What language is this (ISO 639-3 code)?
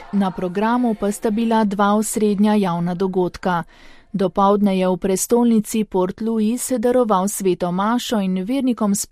slv